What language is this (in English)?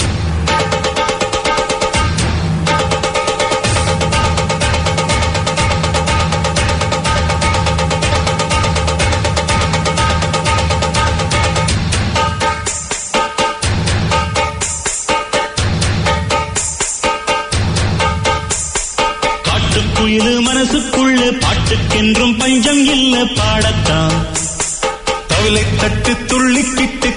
Tamil